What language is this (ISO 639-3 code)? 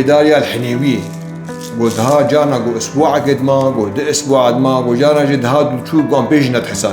kur